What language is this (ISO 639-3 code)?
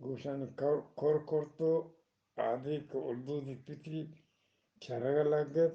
bgp